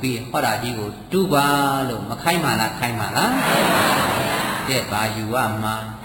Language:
Burmese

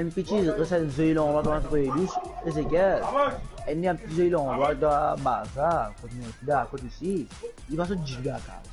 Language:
Morisyen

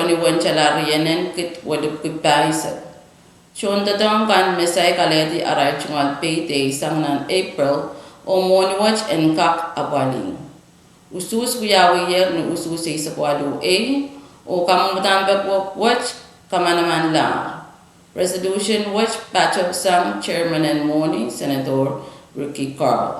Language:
Pohnpeian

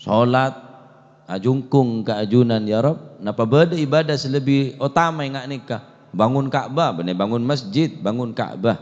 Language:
Madurese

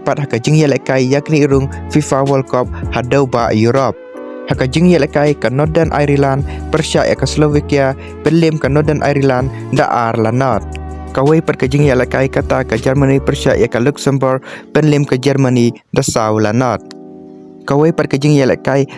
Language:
Khasi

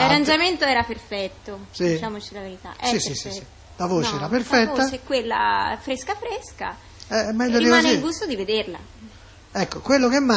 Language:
Italian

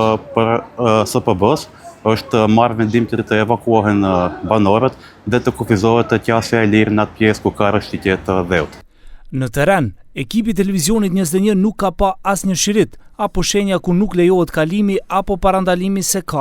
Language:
Albanian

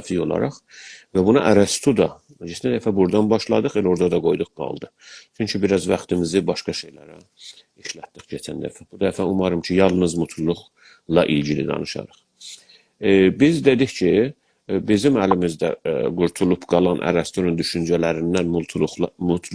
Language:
South Azerbaijani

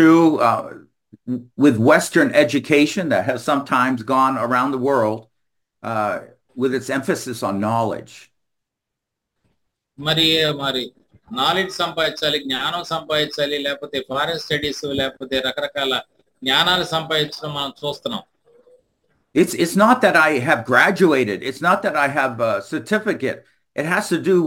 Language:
Telugu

